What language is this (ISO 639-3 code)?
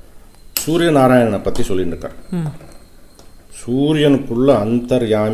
tam